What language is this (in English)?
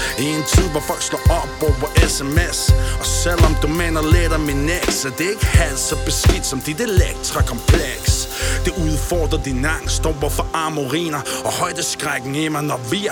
Danish